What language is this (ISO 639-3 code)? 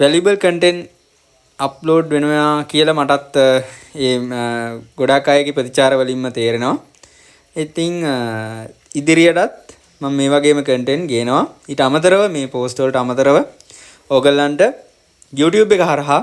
sin